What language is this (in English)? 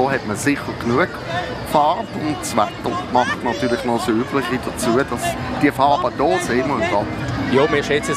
Swiss German